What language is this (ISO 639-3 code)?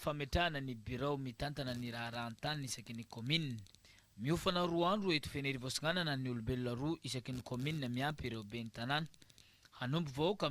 mlg